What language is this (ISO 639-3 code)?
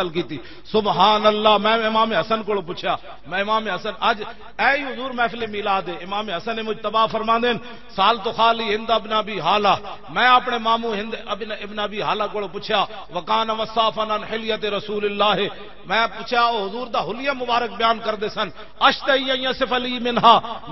lah